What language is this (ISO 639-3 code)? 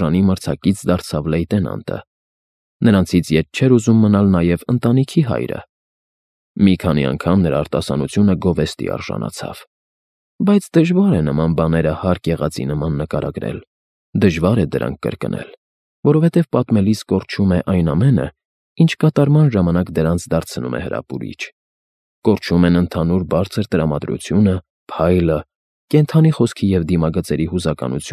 hye